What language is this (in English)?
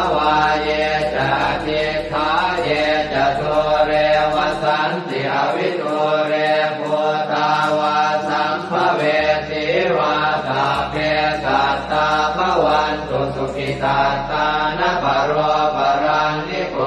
Pali